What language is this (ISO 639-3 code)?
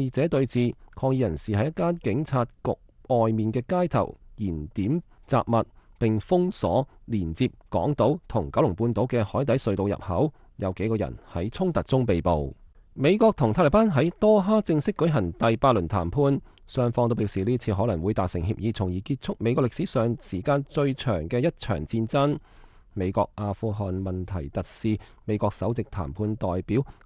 yue